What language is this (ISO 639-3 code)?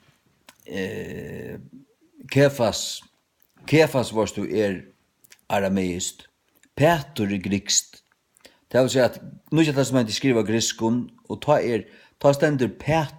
fao